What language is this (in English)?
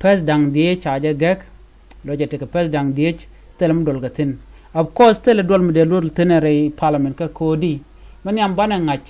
Nuer